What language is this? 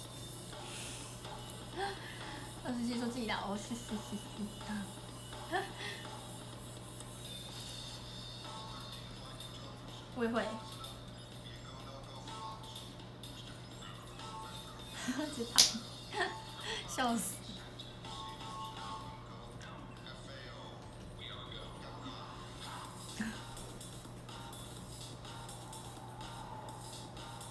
Chinese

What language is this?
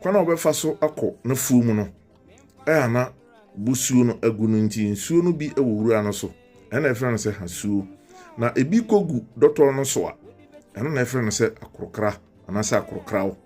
Akan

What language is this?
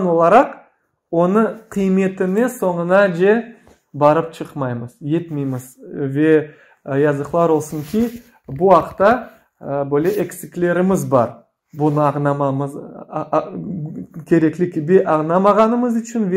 Crimean Tatar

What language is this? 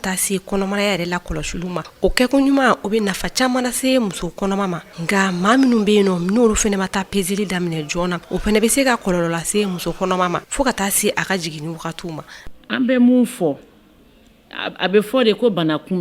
Bambara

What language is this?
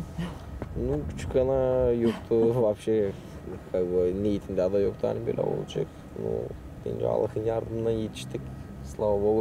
Gagauz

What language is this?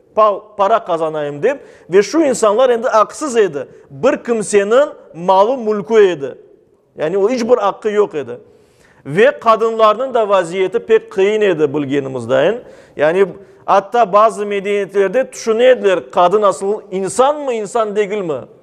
Crimean Tatar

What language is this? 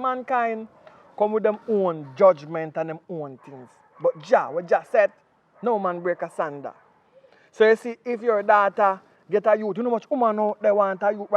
Jamaican Creole English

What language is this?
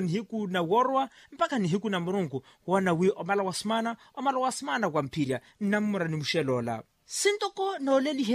Makhuwa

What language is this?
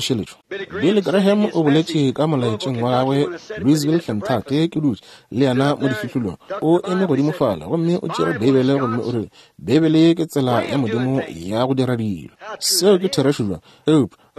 Northern Sotho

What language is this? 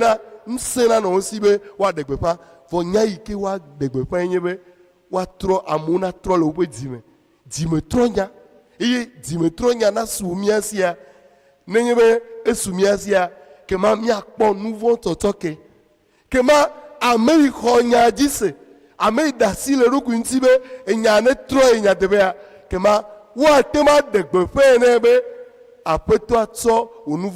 Ewe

